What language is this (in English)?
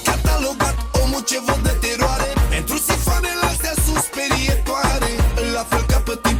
Romanian